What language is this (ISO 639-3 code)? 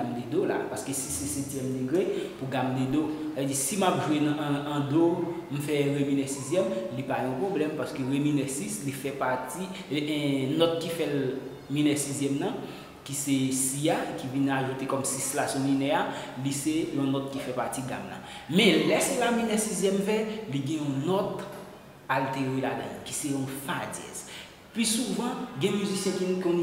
hat